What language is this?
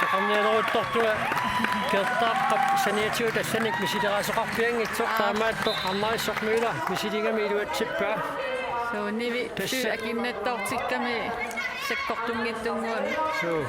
Kalaallisut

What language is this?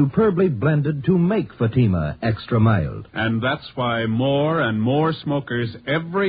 English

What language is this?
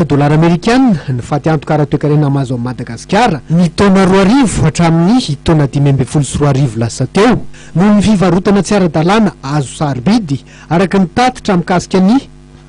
Malagasy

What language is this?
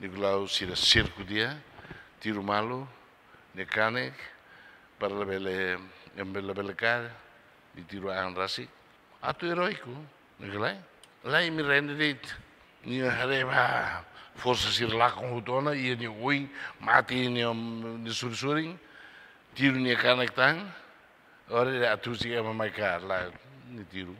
Tetum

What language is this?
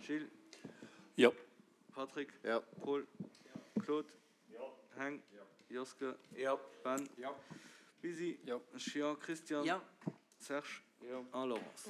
Luxembourgish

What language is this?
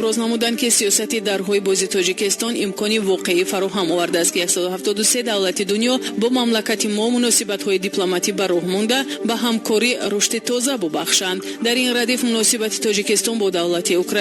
Tajik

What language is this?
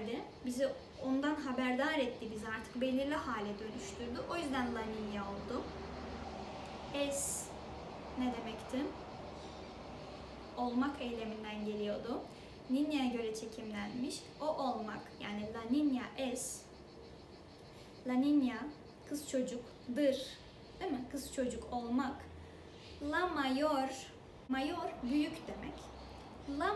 Turkish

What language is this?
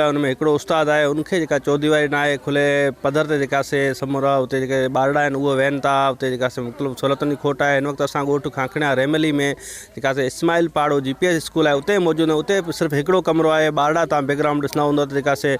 Sindhi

